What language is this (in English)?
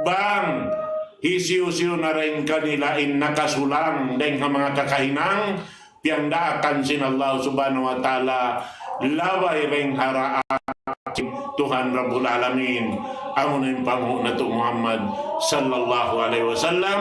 Tausug